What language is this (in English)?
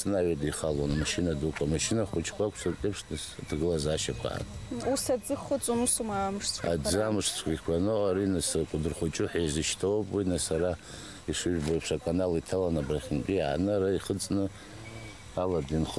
Abkhazian